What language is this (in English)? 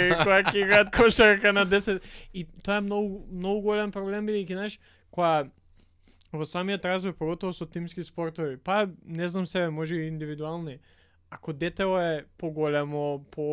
Macedonian